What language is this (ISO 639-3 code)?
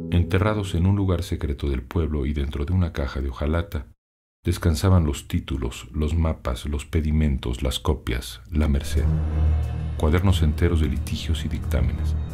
spa